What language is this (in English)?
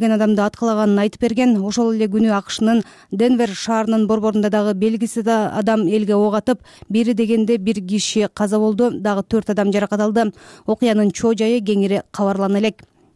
Kyrgyz